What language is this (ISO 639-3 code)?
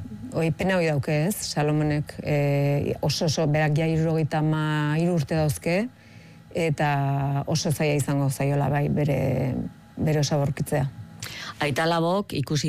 eus